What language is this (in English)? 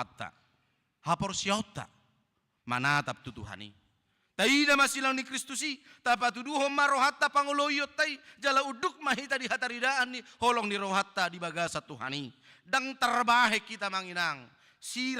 Batak Toba